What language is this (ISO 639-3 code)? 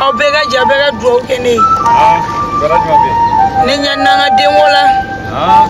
bam